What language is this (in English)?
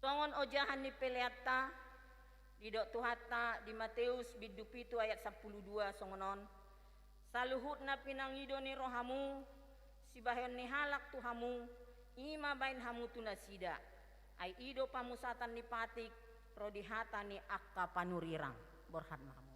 Batak Toba